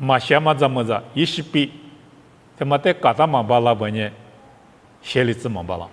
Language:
Lisu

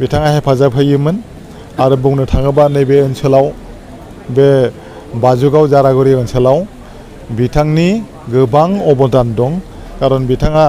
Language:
Bodo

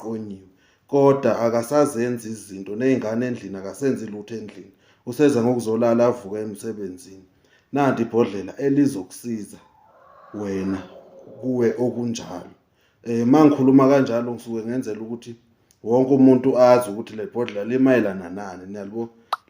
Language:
Zulu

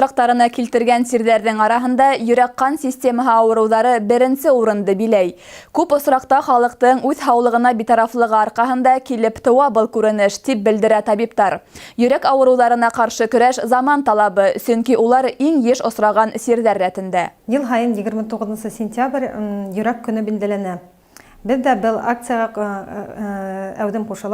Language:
Bashkir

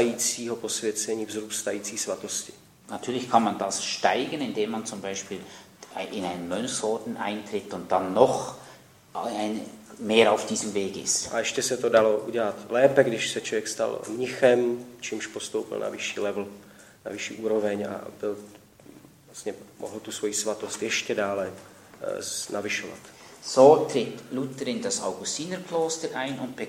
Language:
Czech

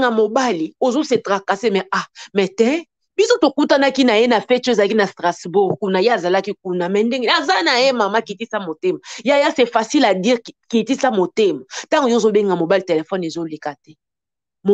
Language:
Lingala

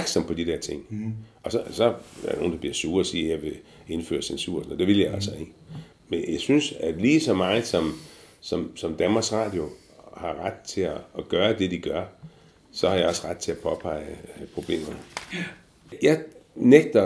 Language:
Danish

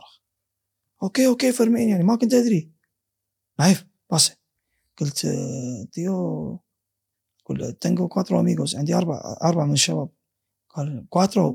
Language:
Gulf Arabic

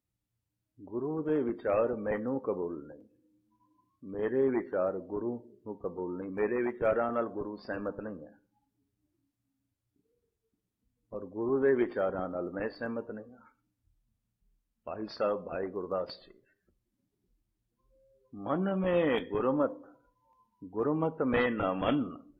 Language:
Punjabi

